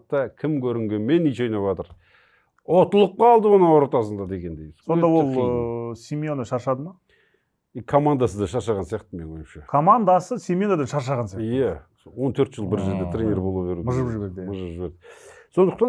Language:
Kazakh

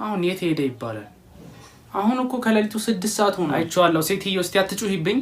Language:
Amharic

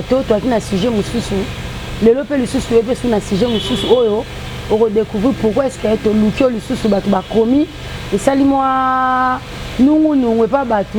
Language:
Lingala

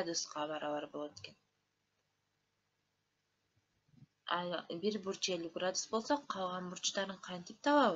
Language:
Kyrgyz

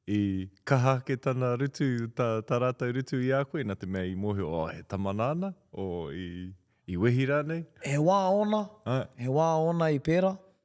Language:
Māori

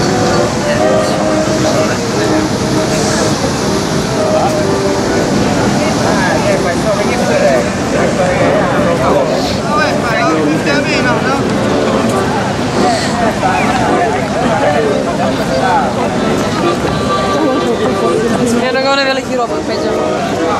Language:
Serbian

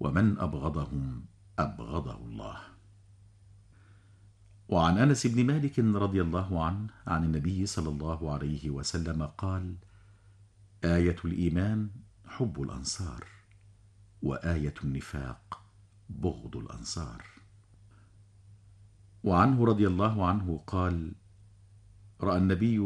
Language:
Arabic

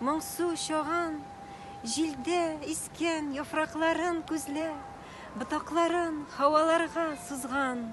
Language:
Tatar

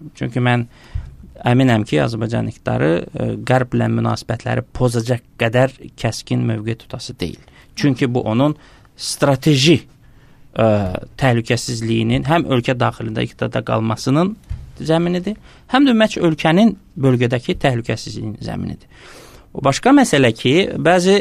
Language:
Azerbaijani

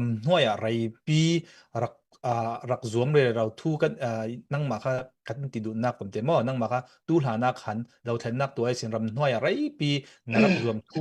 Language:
Falam Chin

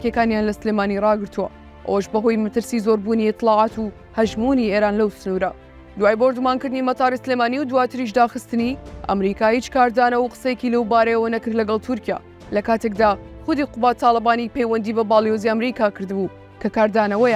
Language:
Central Kurdish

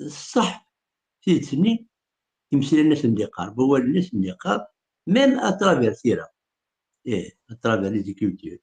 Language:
Kabyle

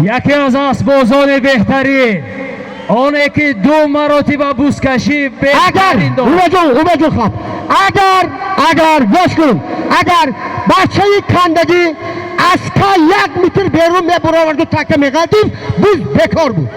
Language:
Tajik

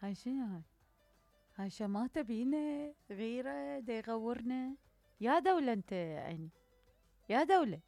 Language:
Mesopotamian Arabic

